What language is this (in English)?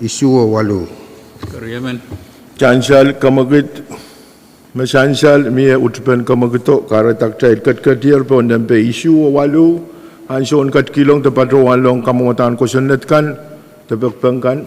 Pohnpeian